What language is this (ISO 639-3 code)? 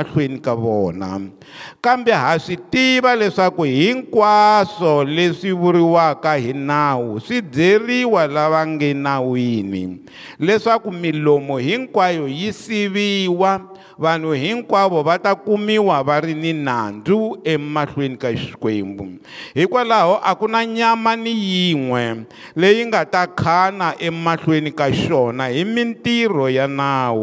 tso